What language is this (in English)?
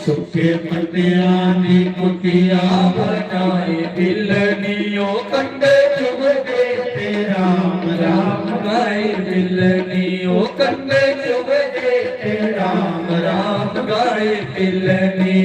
Dogri